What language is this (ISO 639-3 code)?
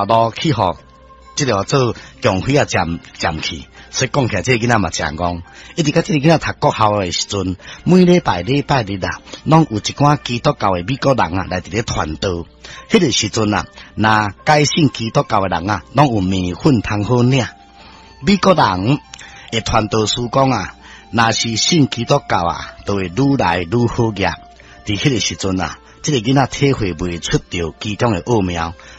nan